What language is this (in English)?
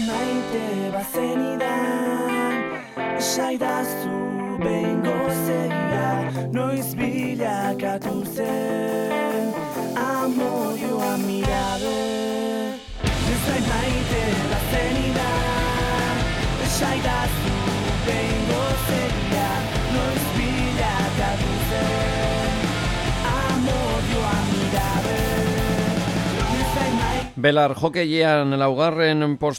Basque